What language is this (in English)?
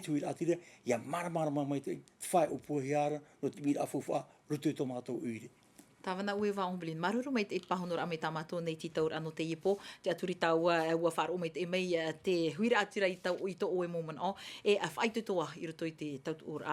Tahitian